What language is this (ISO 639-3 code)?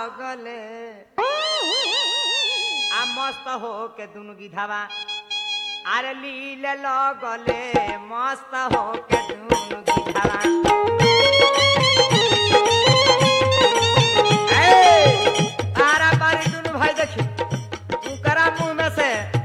bho